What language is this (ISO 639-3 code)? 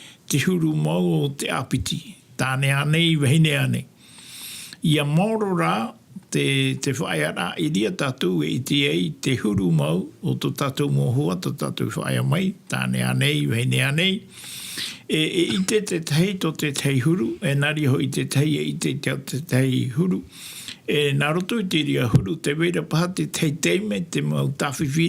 tah